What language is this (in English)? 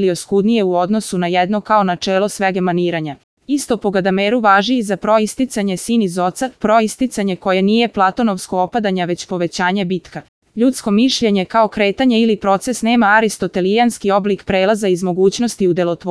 Serbian